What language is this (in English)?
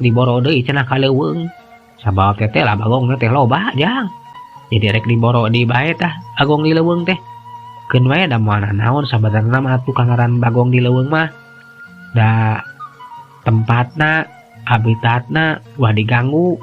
Sundanese